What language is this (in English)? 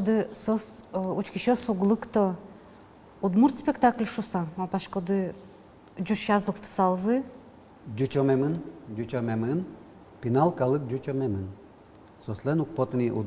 Udmurt